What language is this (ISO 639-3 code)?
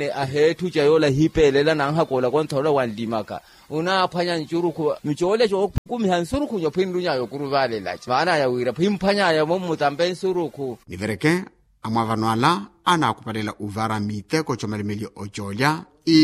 vmw